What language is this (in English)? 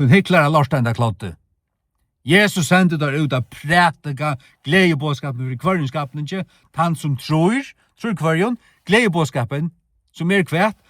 Faroese